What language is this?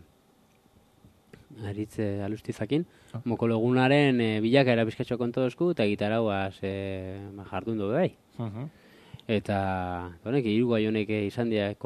Basque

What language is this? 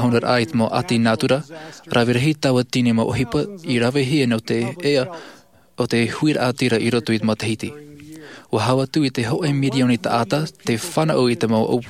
Tahitian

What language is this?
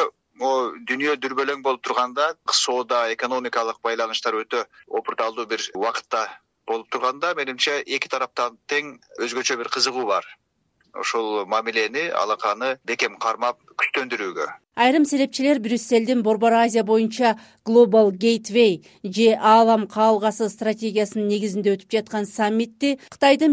Kyrgyz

